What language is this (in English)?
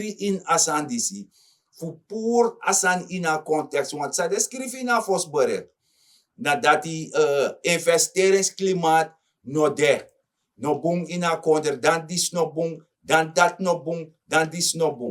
Sranan Tongo